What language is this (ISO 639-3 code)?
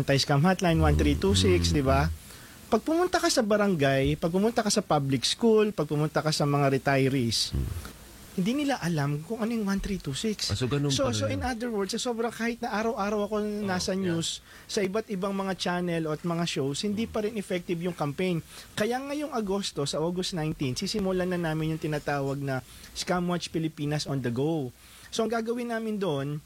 fil